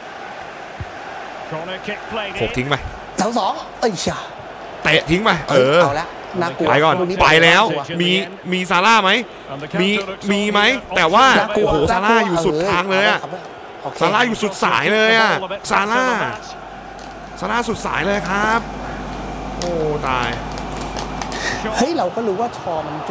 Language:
Thai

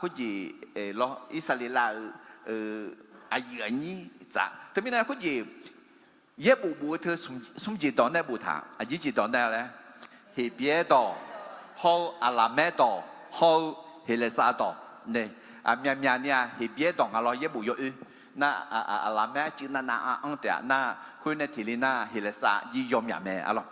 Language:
Akha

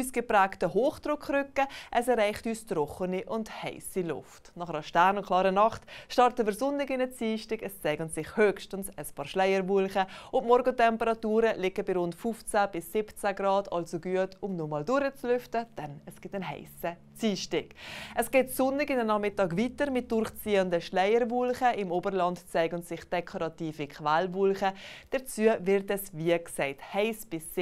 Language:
Swiss German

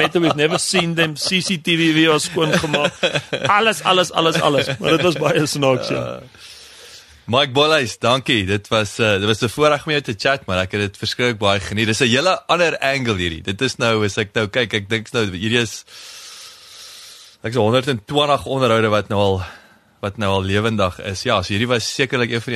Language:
Afrikaans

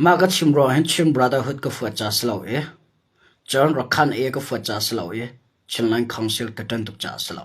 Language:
Hakha Chin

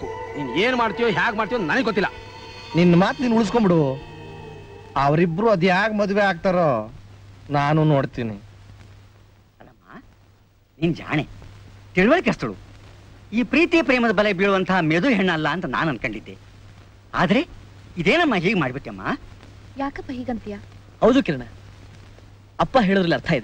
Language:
Kannada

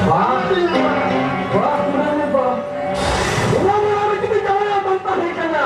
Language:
Santali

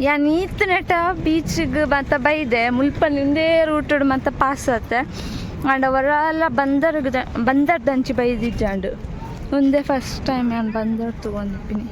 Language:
Tulu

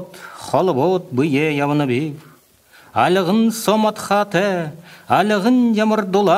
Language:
Buriat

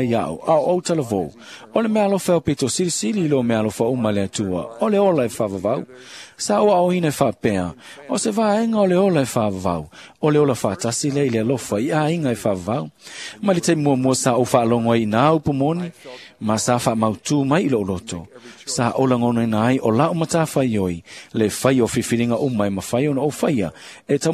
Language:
Samoan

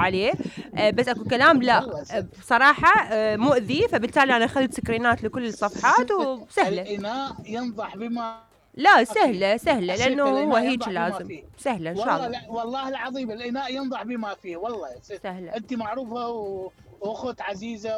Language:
Mesopotamian Arabic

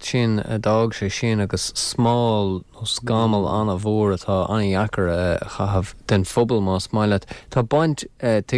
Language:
Irish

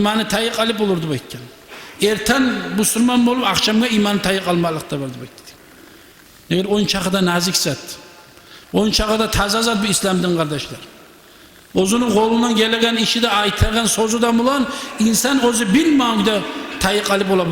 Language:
Kumyk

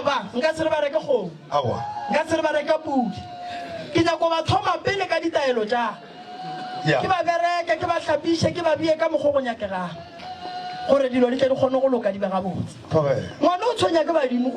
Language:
Northern Sotho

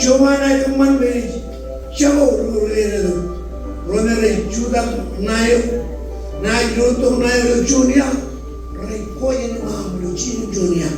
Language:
Marshallese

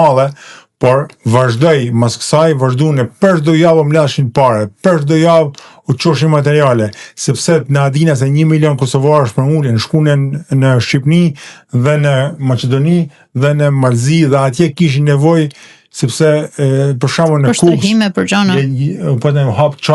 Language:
Albanian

